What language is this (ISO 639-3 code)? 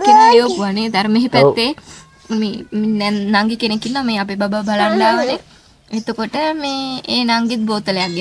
sin